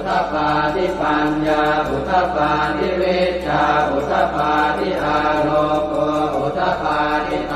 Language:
Pali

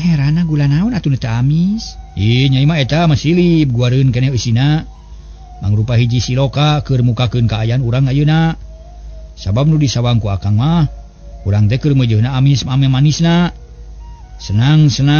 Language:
Sundanese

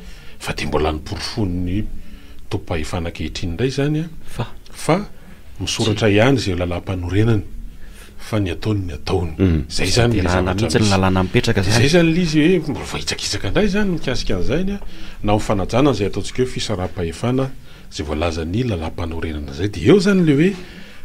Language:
Malagasy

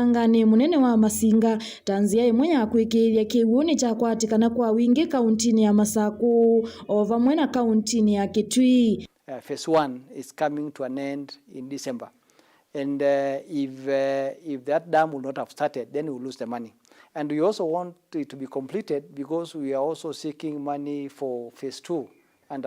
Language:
Kamba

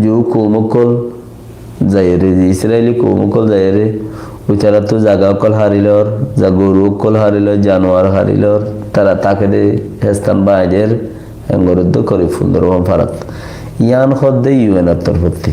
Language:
Rohingya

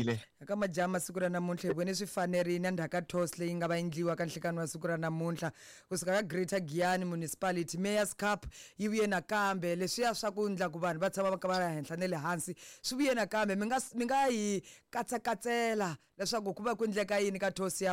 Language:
Tsonga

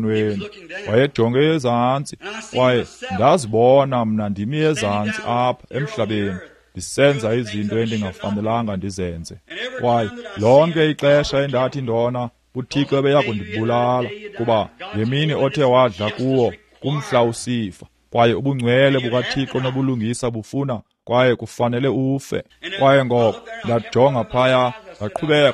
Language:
Xhosa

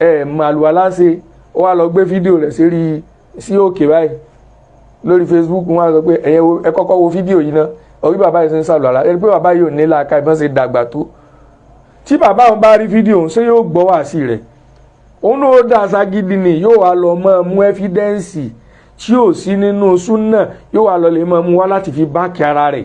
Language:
Yoruba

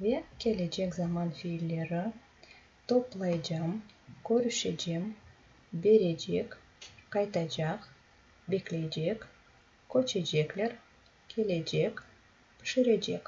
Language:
Crimean Tatar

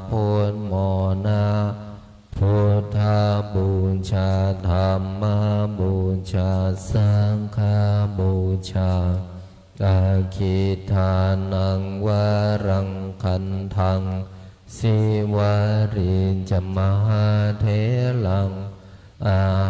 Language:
Pali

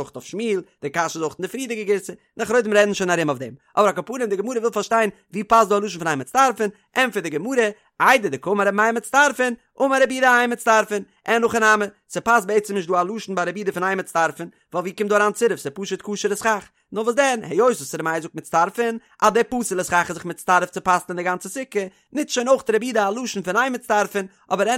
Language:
Yiddish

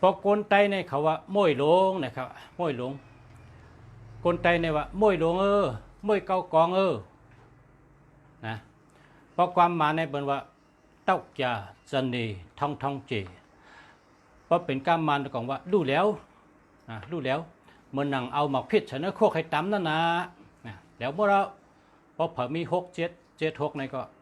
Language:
Shan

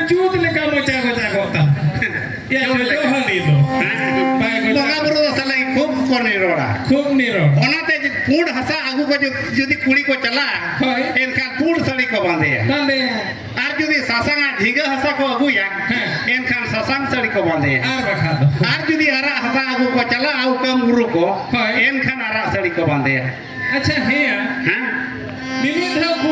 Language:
Santali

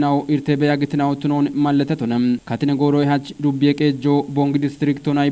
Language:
Kafa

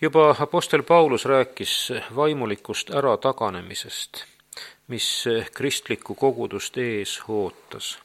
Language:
Estonian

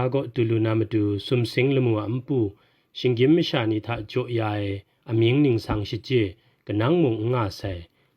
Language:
Kachin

